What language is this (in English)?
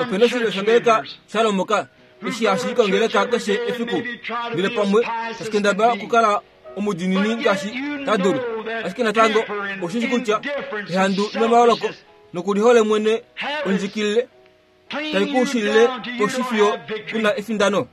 Kuanyama